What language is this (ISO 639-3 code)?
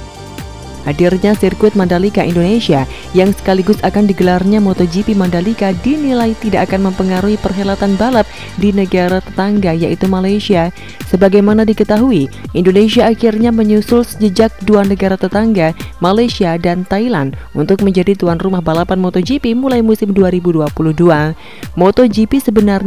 ind